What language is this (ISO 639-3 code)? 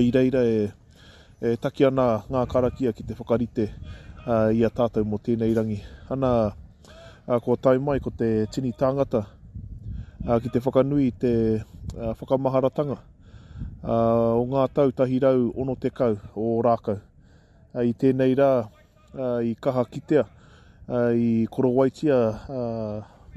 mri